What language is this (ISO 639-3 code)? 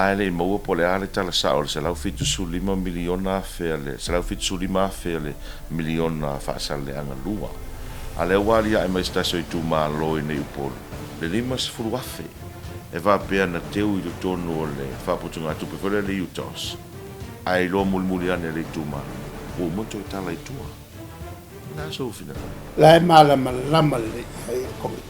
smo